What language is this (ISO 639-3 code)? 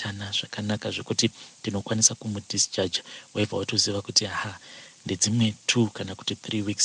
sna